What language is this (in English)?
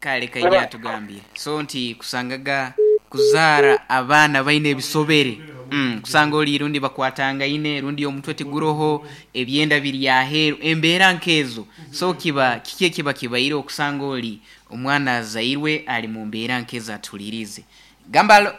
Nyoro